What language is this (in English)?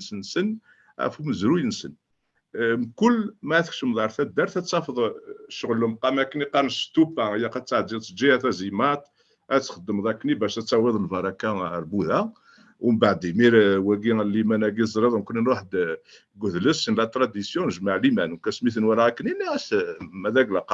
Kabyle